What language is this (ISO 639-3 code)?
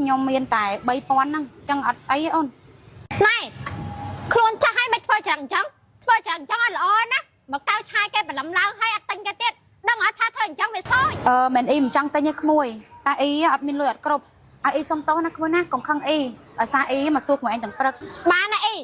khm